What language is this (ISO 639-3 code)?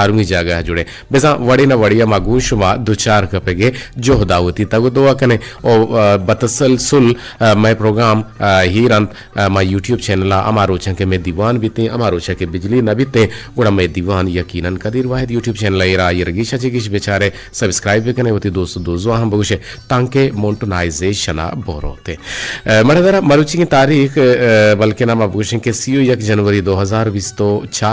bgp